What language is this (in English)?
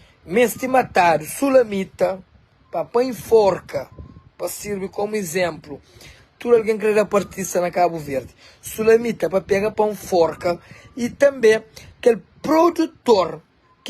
Kabuverdianu